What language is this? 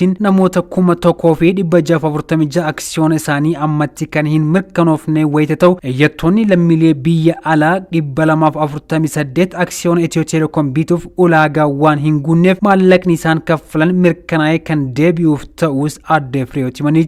Oromo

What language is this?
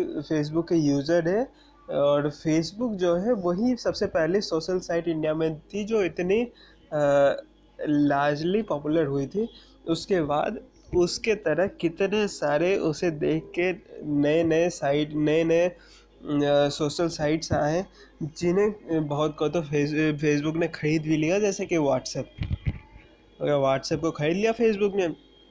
Hindi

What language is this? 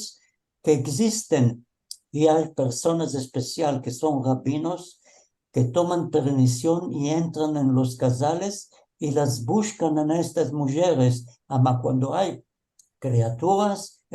Ladino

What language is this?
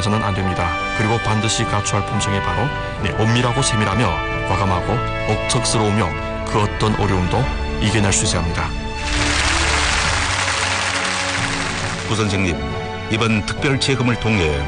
Korean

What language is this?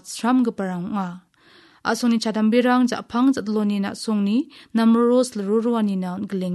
Garo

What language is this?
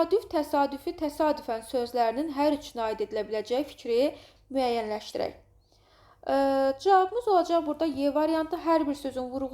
Azerbaijani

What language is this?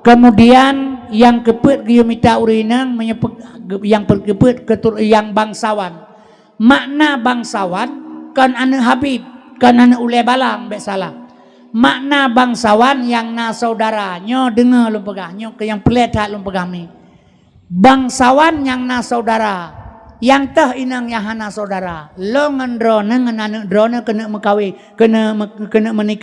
Achinese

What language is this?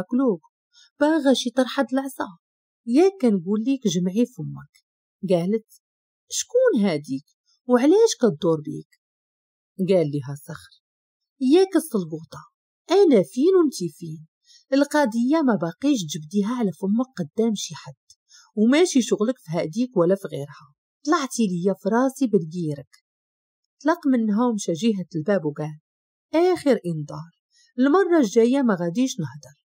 Moroccan Arabic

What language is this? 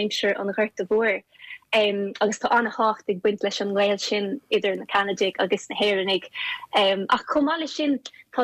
Irish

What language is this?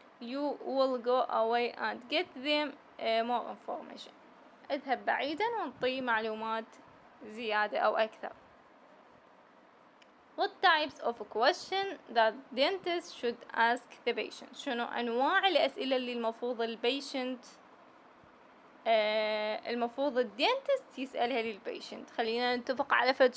Mesopotamian Arabic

